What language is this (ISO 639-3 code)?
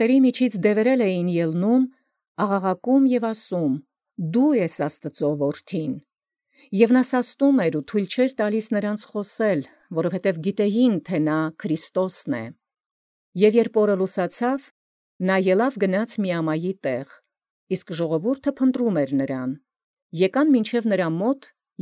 hye